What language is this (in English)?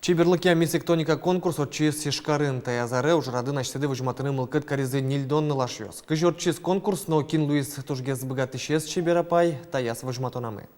Udmurt